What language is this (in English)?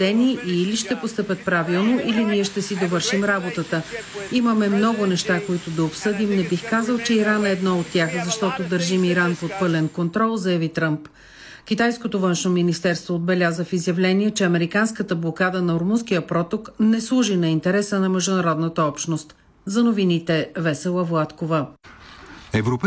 Bulgarian